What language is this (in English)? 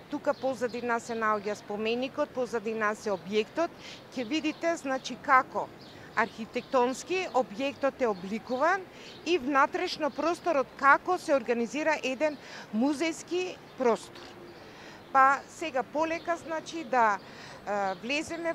Macedonian